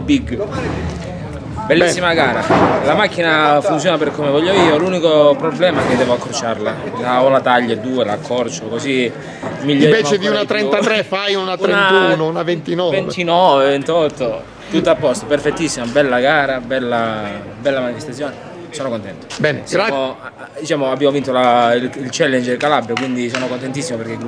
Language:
Italian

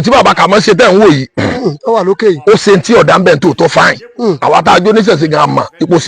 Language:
Yoruba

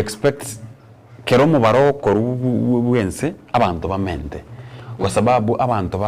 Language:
Gusii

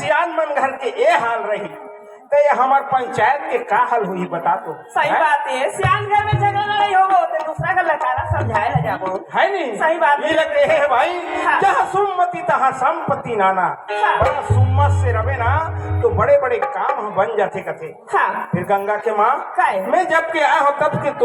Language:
Chhattisgarhi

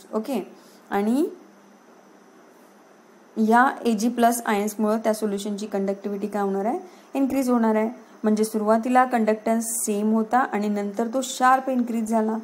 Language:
Marathi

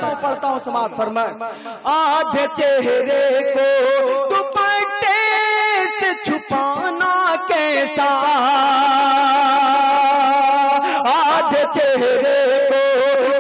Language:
Urdu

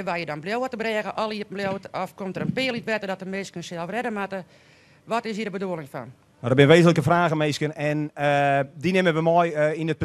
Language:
Western Frisian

